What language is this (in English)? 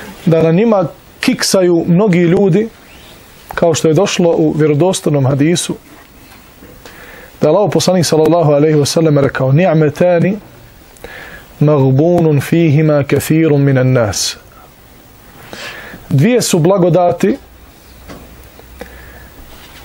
Bosnian